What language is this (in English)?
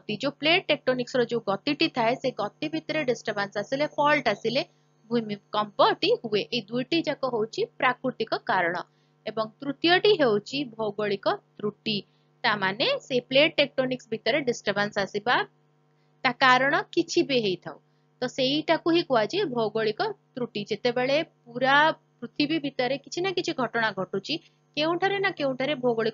Odia